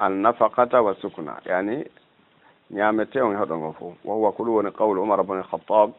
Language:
Fula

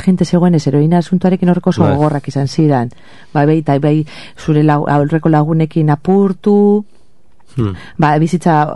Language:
Basque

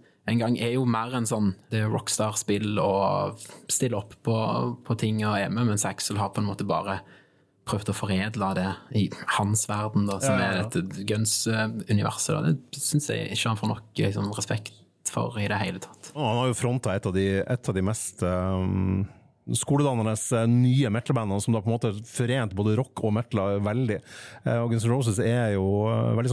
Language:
Norwegian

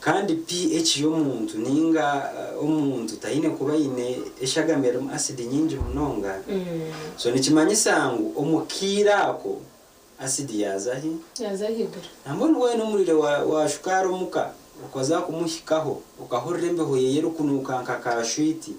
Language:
Nyankole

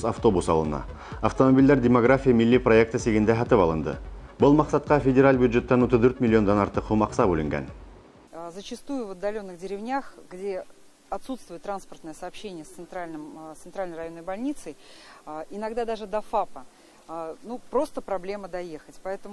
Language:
Bashkir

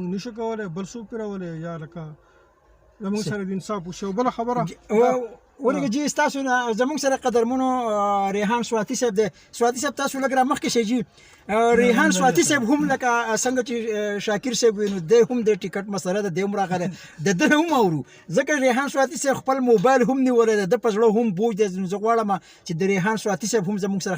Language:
Pashto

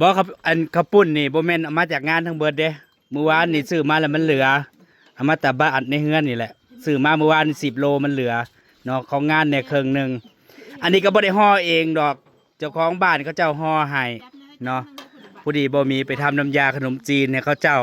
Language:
Northeastern Thai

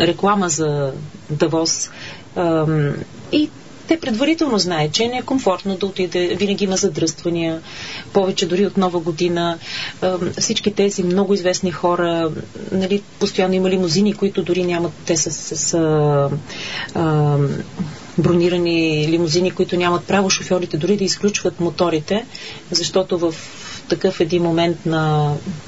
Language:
Bulgarian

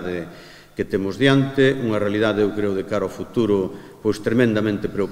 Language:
Galician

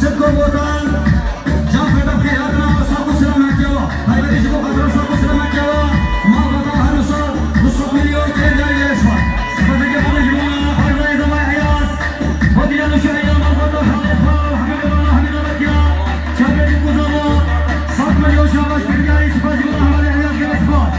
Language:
Kurdish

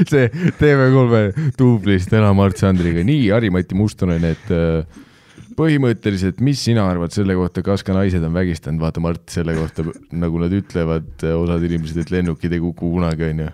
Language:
Estonian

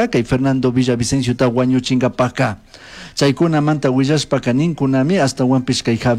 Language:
Chimborazo Highland Quichua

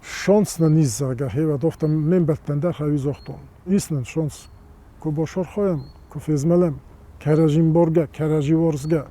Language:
Ossetic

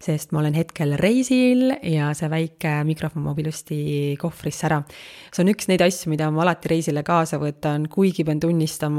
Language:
Estonian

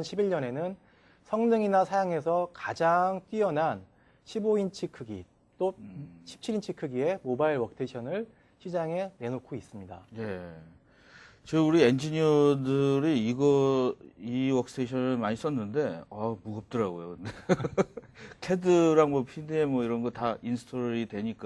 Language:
Korean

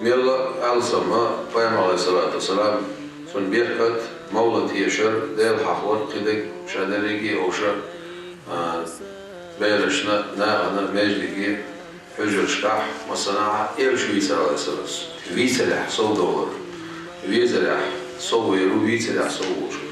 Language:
Chechen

